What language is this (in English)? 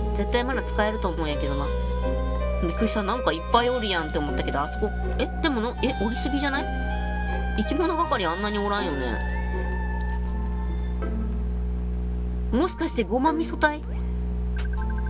Japanese